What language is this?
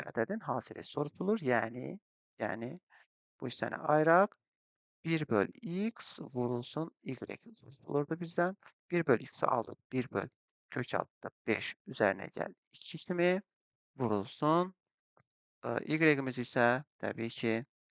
Azerbaijani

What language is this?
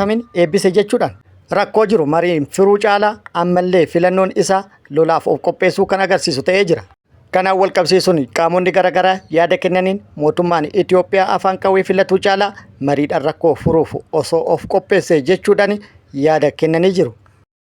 Oromo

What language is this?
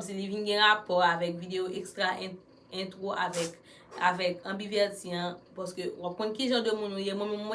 Haitian Creole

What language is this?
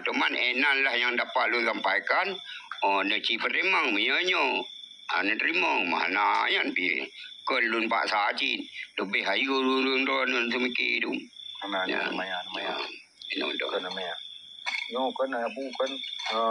Achinese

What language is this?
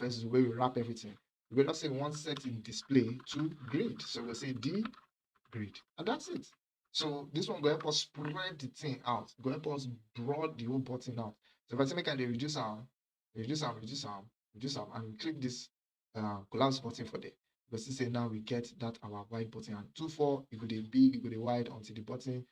Nigerian Pidgin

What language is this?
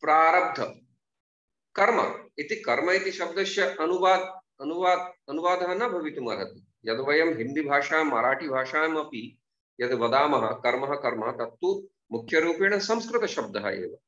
Sanskrit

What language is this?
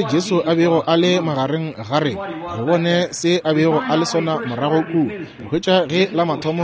Northern Sotho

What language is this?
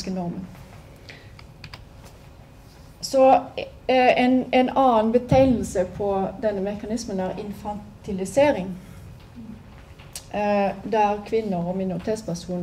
Norwegian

